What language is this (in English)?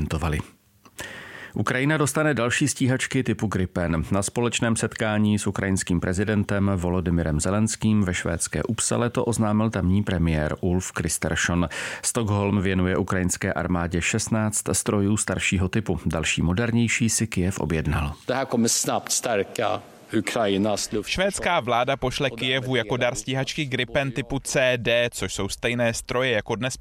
Czech